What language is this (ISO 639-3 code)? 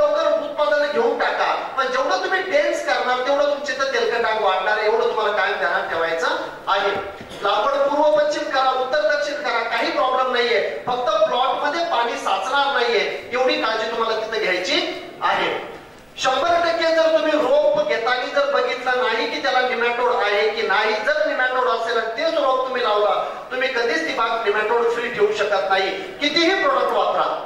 mar